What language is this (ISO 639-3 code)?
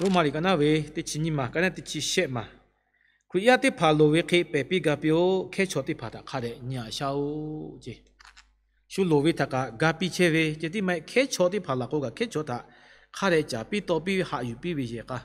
lhu